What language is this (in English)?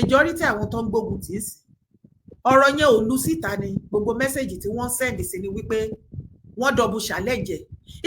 Yoruba